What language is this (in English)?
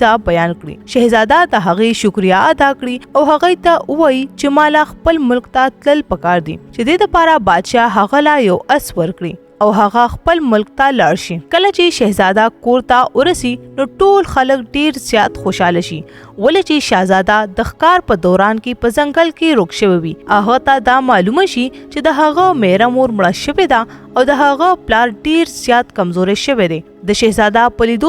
Pashto